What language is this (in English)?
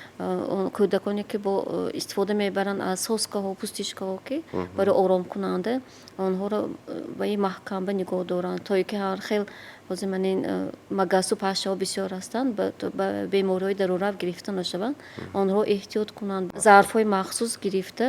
Tajik